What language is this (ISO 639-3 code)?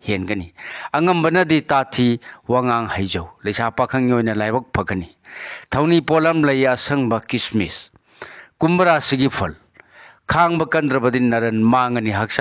mni